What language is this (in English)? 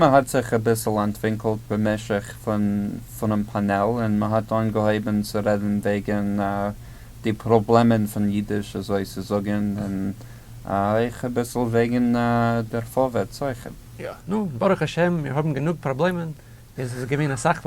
Yiddish